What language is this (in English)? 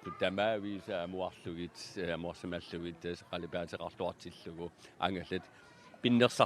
Kalaallisut